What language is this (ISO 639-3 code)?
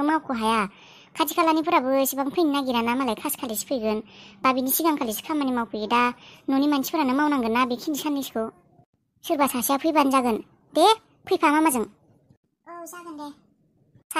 brx